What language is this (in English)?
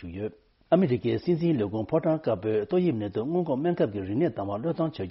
Tibetan